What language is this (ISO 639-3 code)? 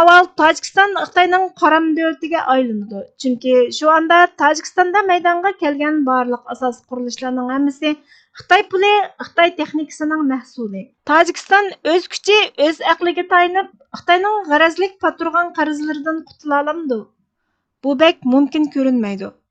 uig